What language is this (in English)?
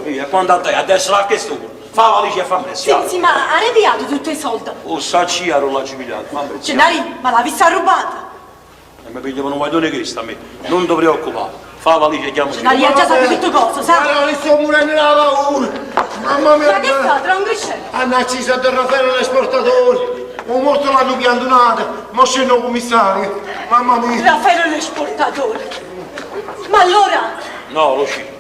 Neapolitan